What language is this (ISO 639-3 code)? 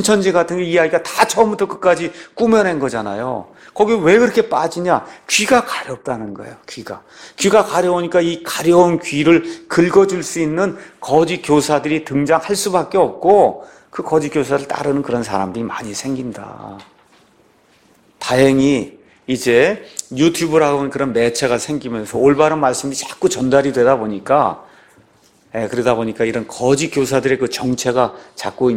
kor